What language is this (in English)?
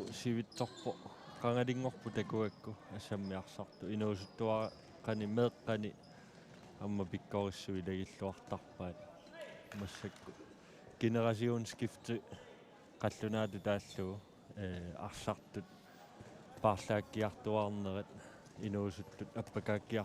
Kalaallisut